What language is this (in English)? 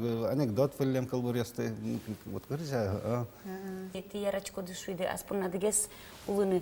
Udmurt